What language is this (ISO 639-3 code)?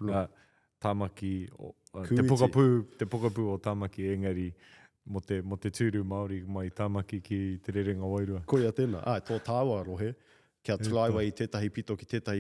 mri